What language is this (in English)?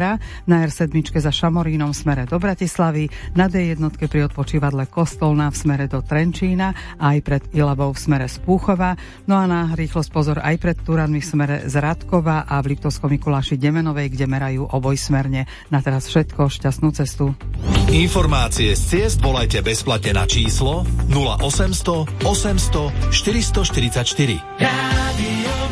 Slovak